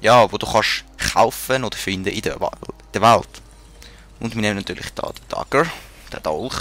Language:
Swiss German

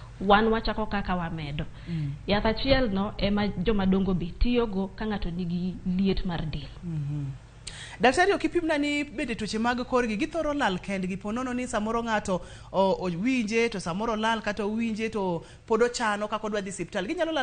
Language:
Luo (Kenya and Tanzania)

